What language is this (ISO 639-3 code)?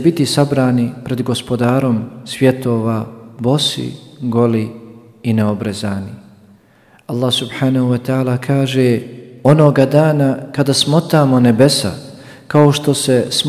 bos